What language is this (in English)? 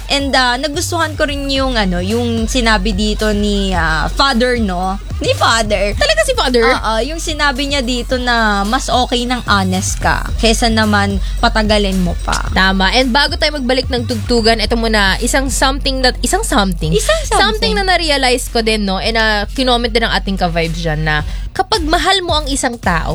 Filipino